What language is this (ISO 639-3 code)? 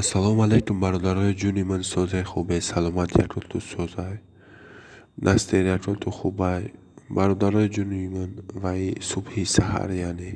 tgk